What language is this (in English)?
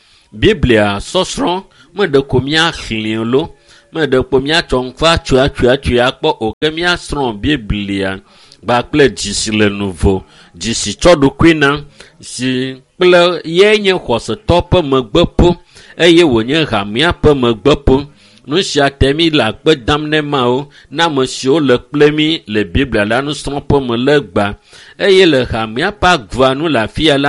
Ewe